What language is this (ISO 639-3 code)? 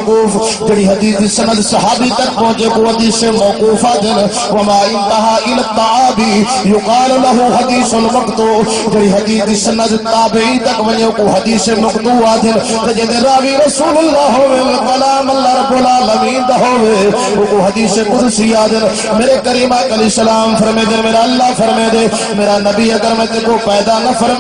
skr